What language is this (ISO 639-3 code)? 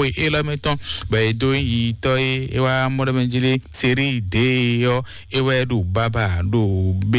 fon